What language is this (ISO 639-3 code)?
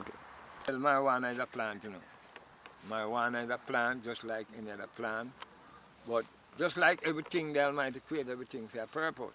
jam